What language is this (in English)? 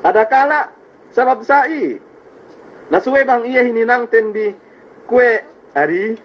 Yakan